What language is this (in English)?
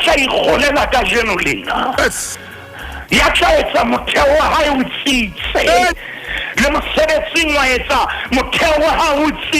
Southern Sotho